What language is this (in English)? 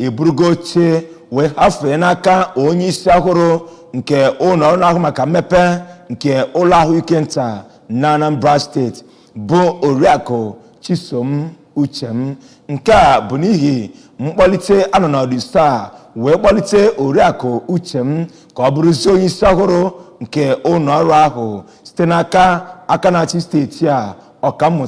Igbo